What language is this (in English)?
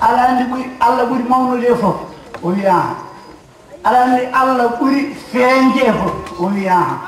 Fula